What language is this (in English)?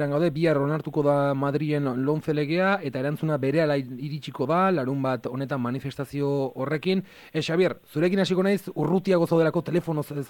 Basque